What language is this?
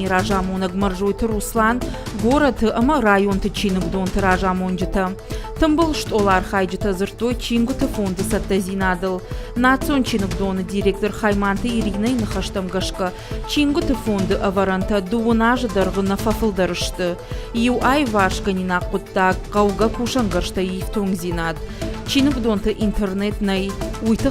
Ossetic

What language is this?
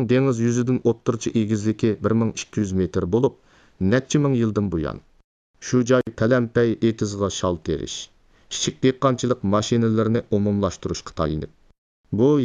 Uyghur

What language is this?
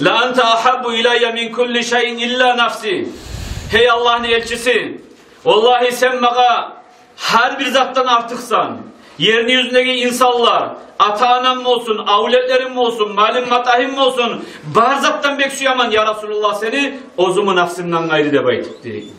Kumyk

